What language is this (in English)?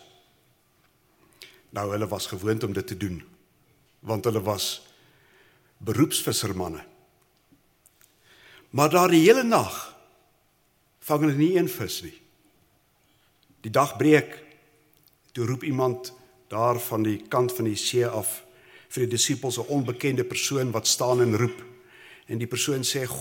Afrikaans